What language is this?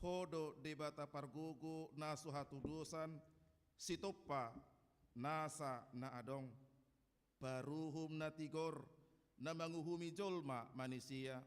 Batak Toba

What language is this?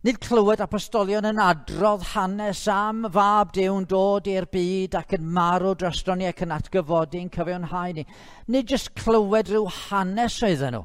Welsh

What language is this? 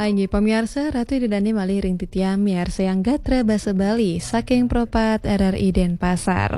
Balinese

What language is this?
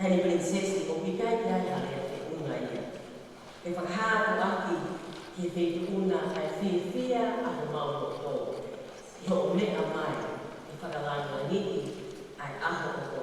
Tongan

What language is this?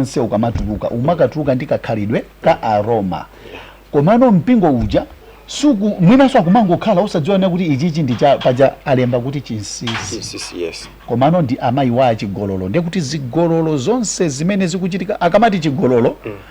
Nyanja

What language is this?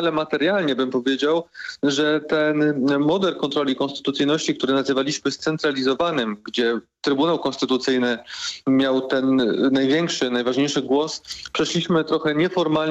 Polish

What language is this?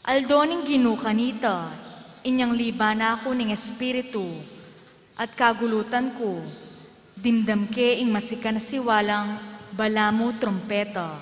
Pampanga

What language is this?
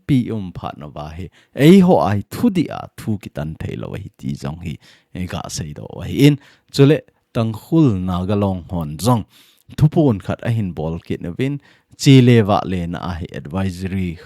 Thado Chin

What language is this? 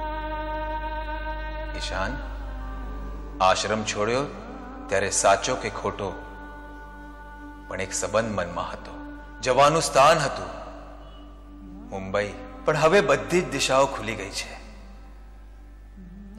Gujarati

